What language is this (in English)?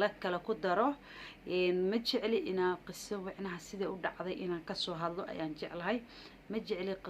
Somali